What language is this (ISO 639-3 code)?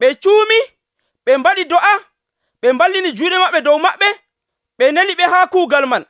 fuv